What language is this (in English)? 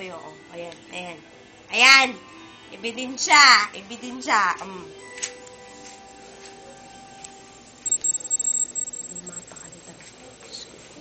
Filipino